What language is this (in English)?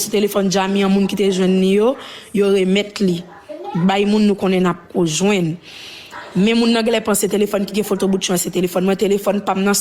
Haitian Creole